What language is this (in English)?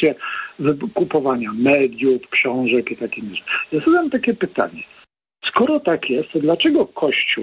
Polish